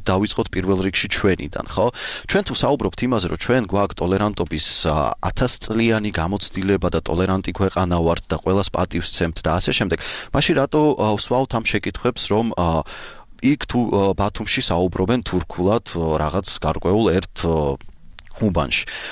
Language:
Georgian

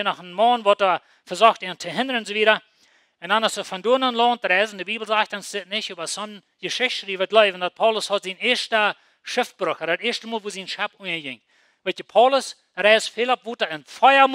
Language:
Plautdietsch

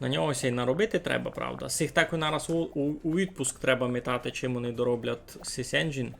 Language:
Rusyn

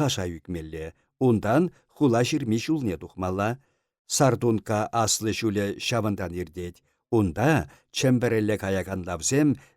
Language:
Chuvash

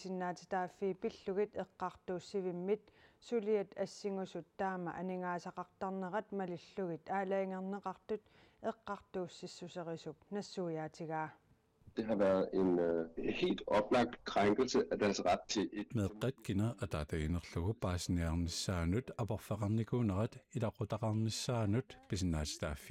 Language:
Kalaallisut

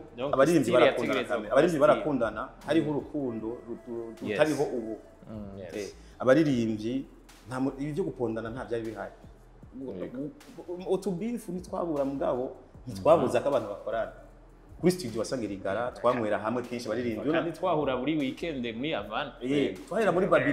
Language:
Rundi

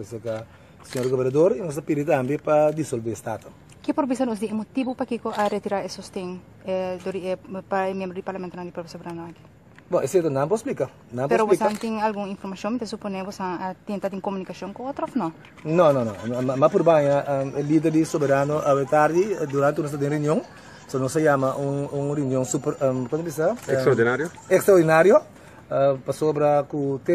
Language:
Papiamento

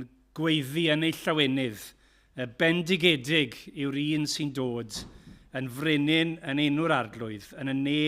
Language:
Welsh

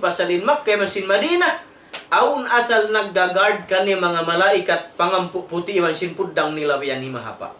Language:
Tausug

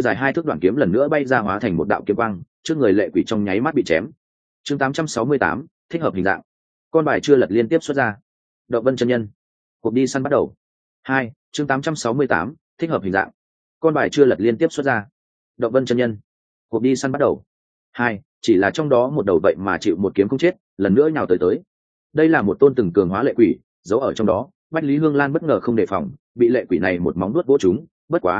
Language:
Vietnamese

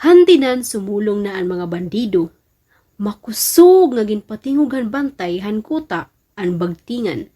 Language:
Waray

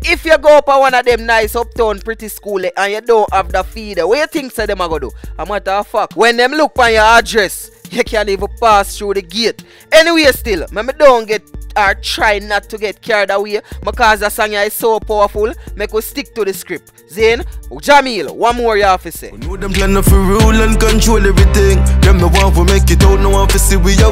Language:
Jamaican Creole English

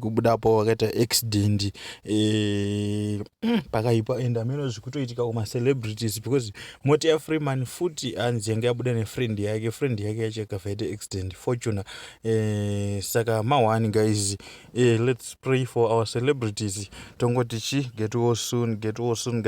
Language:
Shona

